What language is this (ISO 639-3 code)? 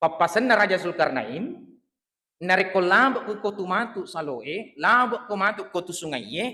bug